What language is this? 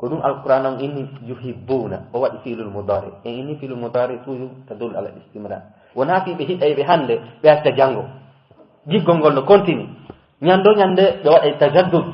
Fula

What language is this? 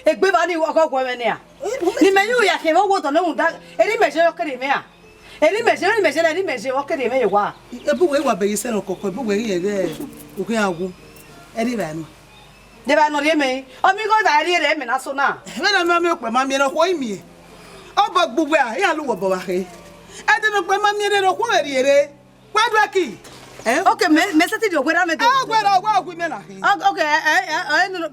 Bini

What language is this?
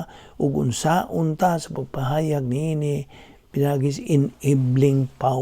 Cebuano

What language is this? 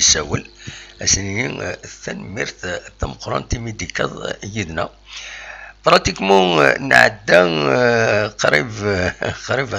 Kabyle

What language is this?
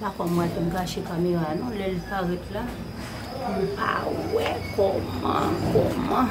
Haitian Creole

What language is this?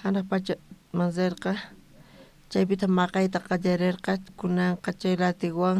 South Bolivian Quechua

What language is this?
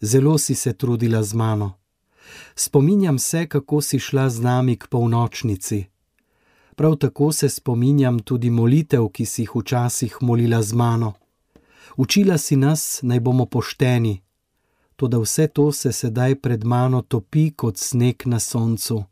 Slovenian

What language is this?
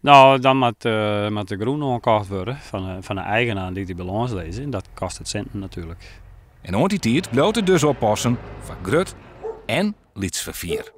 Western Frisian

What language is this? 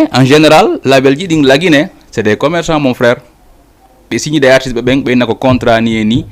Fula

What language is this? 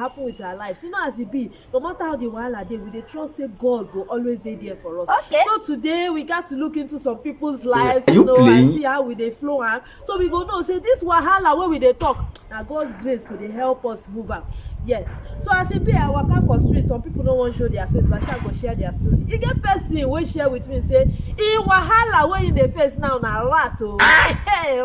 Nigerian Pidgin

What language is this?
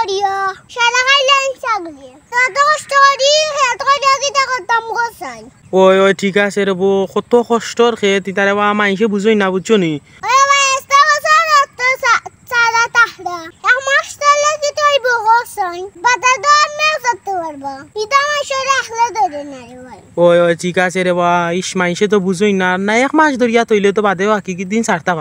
Sylheti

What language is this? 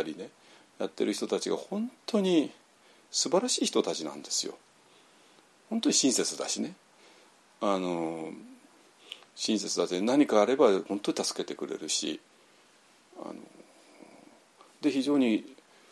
Japanese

